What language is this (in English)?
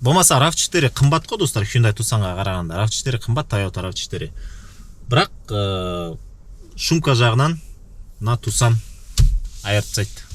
Kazakh